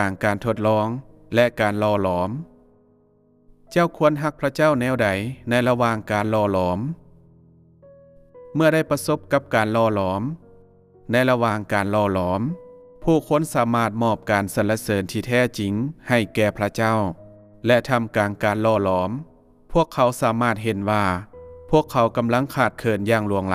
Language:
Lao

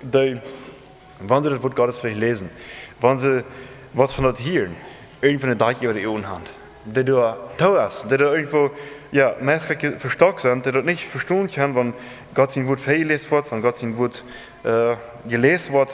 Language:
Plautdietsch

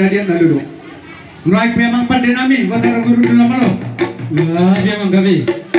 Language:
Batak Toba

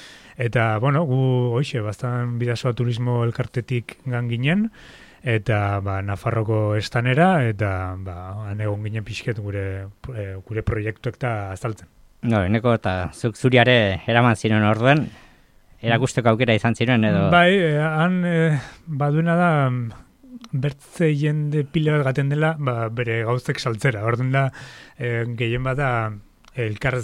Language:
Basque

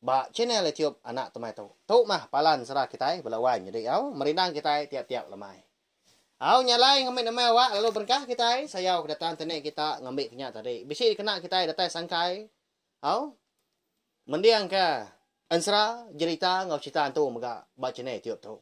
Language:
Iban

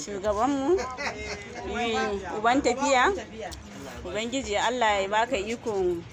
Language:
Hausa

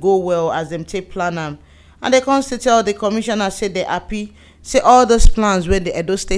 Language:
Nigerian Pidgin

